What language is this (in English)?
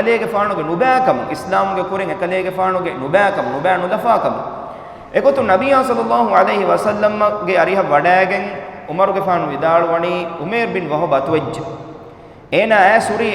Divehi